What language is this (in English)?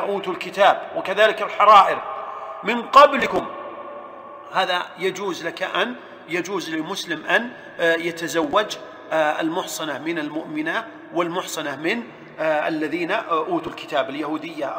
Arabic